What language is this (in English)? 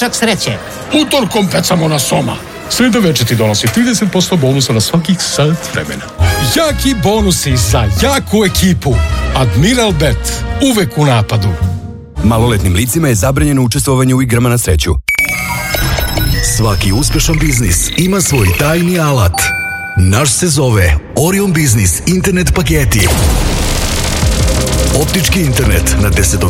Serbian